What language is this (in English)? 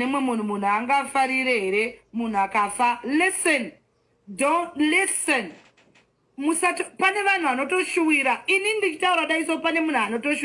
Shona